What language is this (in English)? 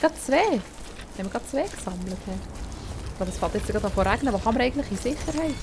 Swiss German